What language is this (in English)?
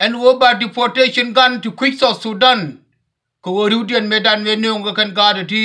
Nuer